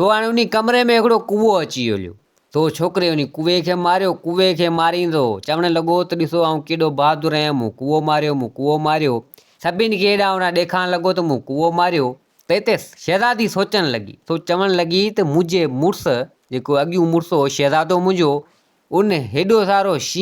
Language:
Sindhi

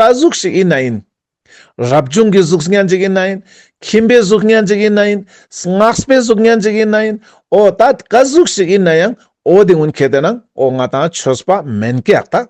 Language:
Ladakhi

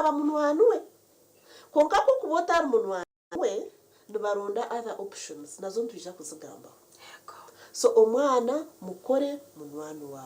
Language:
Nyankole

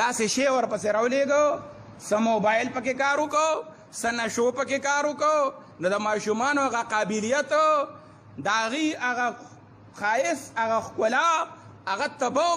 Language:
Pashto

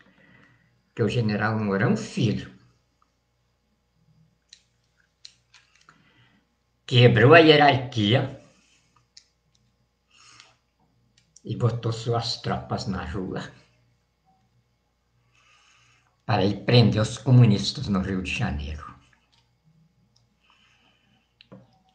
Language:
Portuguese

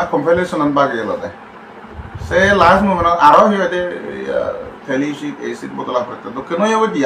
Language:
Chakma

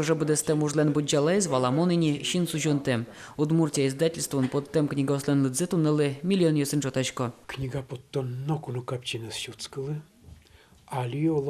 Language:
Udmurt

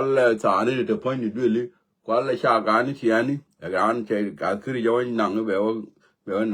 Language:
Nuer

